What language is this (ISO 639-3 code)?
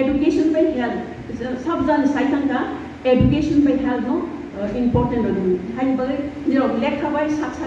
ria